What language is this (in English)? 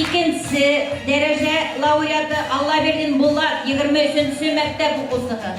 Bashkir